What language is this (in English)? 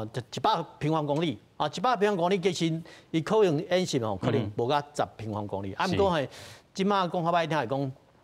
Min Nan Chinese